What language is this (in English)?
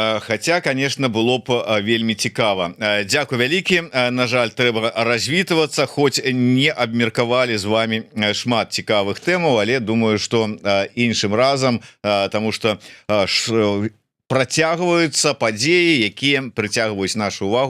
Belarusian